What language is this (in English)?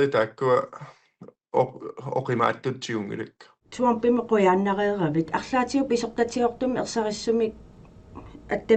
Kalaallisut